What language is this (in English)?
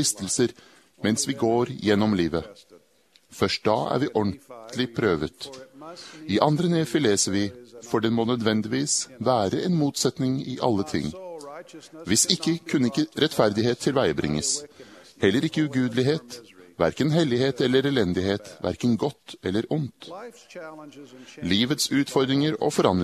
Norwegian